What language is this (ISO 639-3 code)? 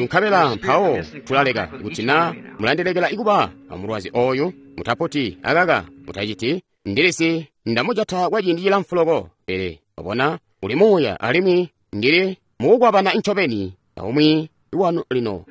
toi